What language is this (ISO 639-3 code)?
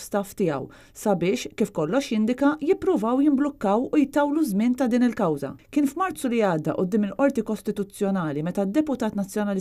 mlt